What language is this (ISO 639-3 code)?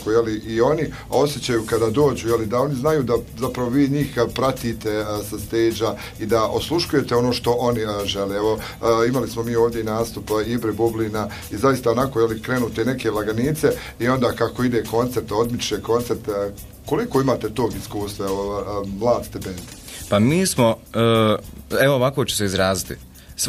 bos